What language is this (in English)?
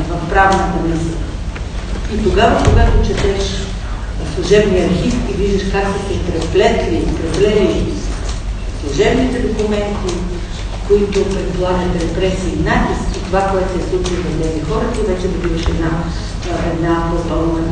Bulgarian